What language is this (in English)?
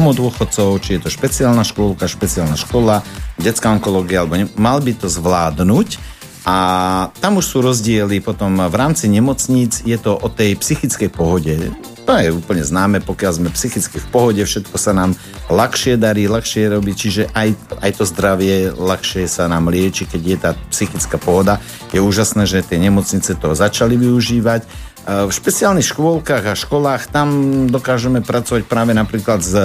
Slovak